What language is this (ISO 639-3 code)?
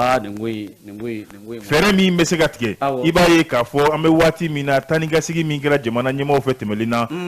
bam